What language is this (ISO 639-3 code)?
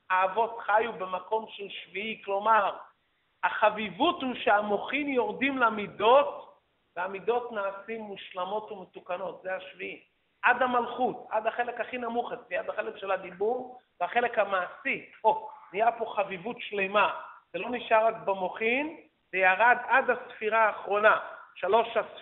heb